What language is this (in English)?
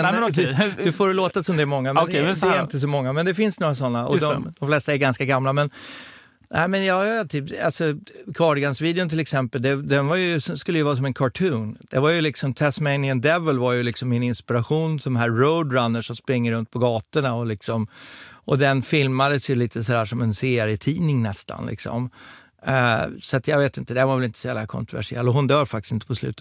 Swedish